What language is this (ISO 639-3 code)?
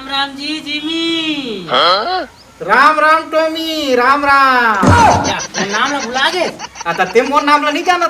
hne